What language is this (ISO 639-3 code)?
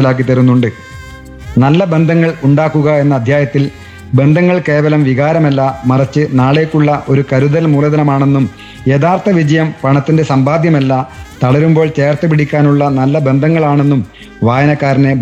mal